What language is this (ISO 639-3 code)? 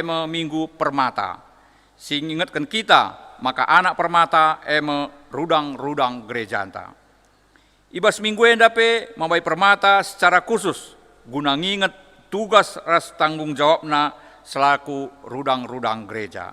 btx